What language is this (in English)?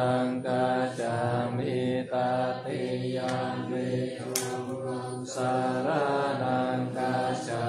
Pali